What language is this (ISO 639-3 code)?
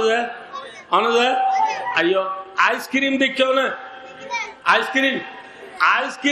rhg